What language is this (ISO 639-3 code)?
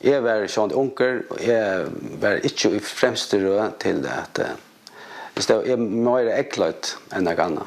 fao